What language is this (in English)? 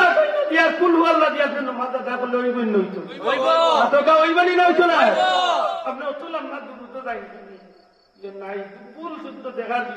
Sylheti